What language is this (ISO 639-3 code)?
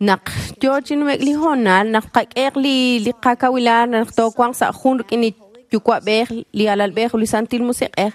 kek